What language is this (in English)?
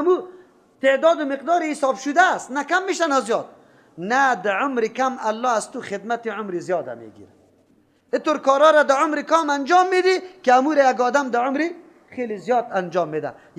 Persian